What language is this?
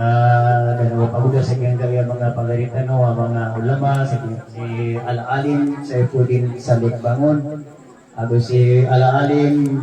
Maranao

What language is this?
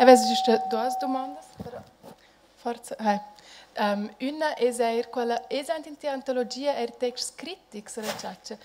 Romansh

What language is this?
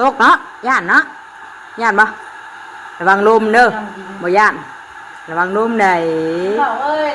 Northeastern Thai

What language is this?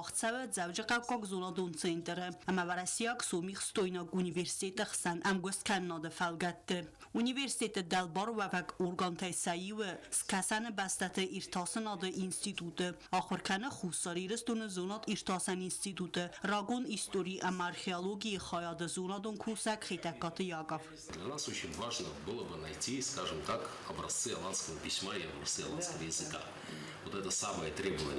Ossetic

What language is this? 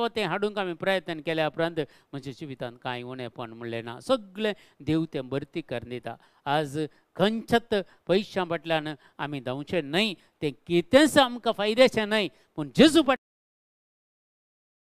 Konkani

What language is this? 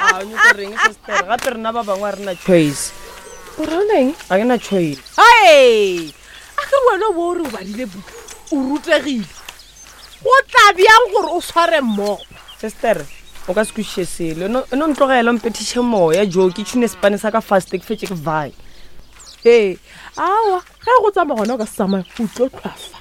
Northern Sotho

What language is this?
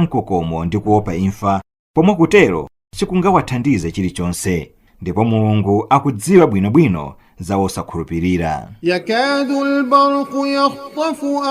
Nyanja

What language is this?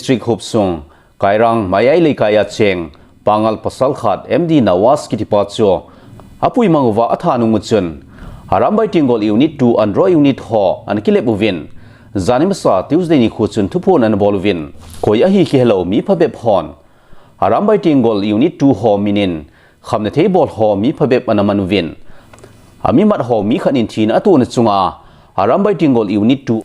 Thado Chin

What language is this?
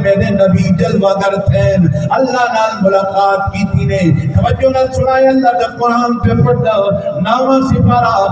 Saraiki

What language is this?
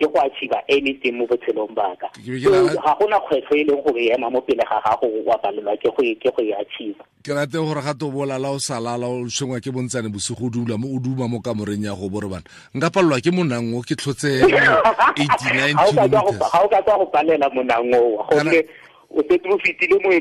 Tswana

